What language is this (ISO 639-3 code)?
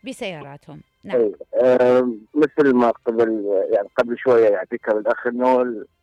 acm